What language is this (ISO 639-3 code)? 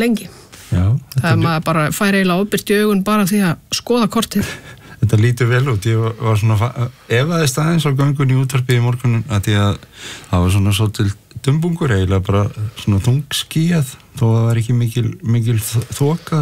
isl